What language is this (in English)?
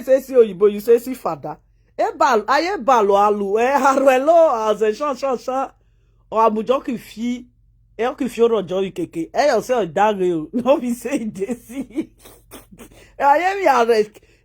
Nigerian Pidgin